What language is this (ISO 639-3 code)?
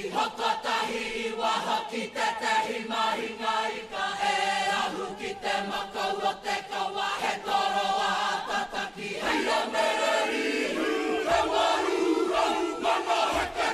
mri